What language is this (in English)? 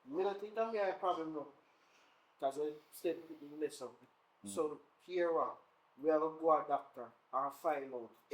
Jamaican Creole English